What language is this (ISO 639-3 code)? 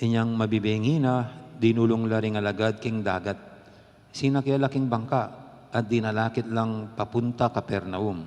pam